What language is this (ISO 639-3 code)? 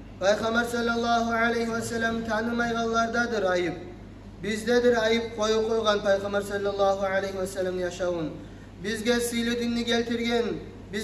kum